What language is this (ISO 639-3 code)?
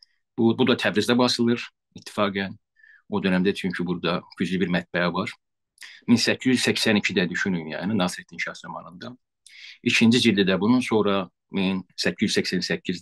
azb